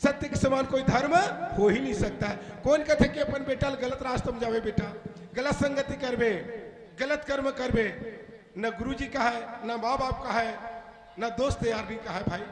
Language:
Chhattisgarhi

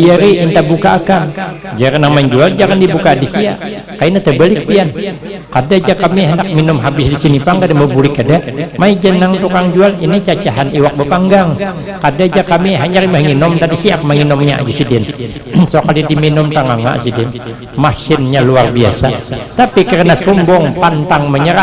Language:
Banjar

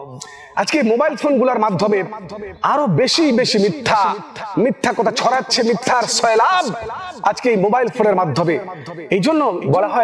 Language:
Bangla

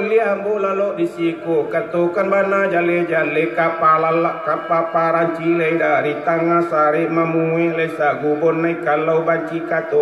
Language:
Minangkabau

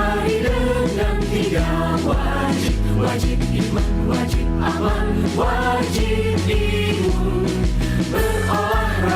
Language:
Musi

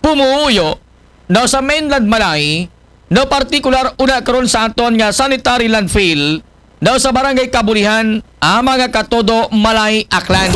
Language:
Aklanon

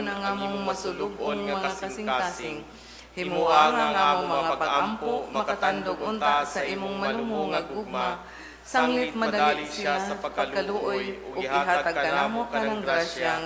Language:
Cebuano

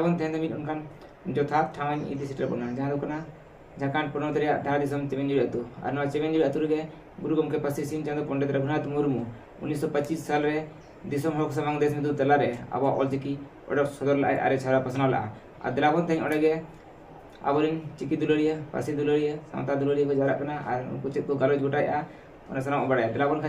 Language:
Santali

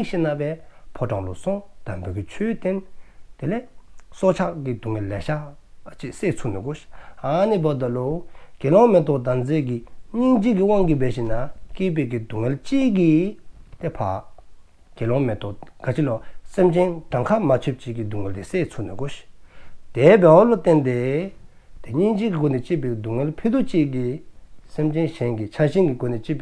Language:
Dzongkha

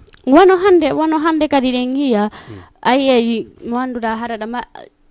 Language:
Fula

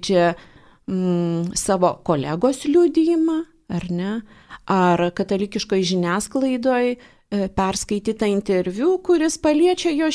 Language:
Lithuanian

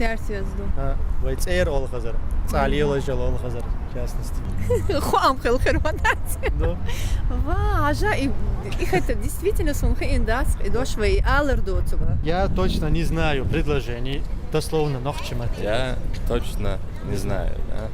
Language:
Chechen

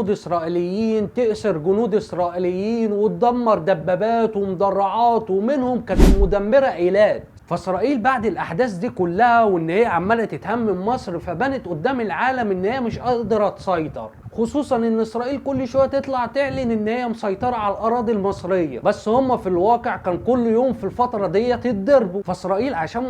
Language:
Egyptian Arabic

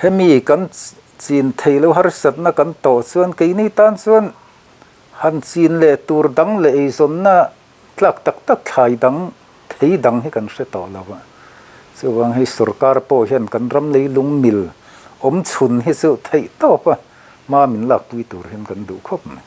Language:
Mizo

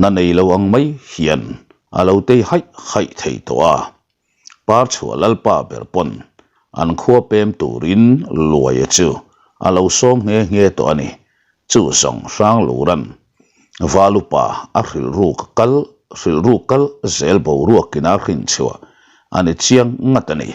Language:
Mizo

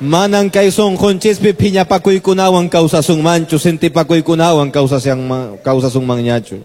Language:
Quechua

